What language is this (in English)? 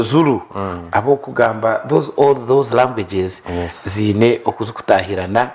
Nyankole